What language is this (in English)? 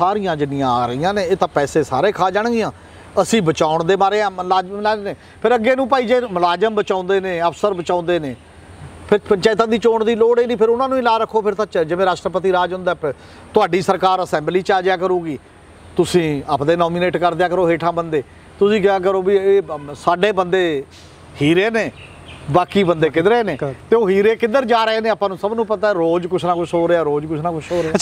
Punjabi